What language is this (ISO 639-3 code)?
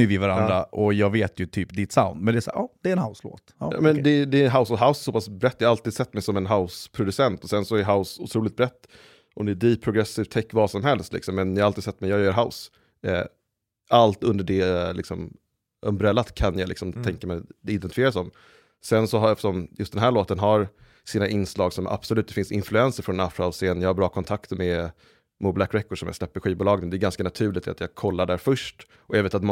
swe